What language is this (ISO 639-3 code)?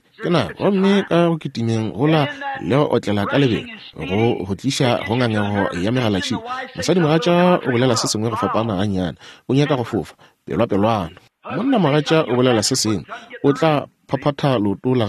nso